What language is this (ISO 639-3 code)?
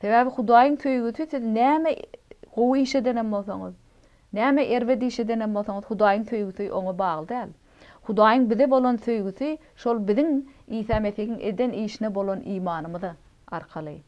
tuk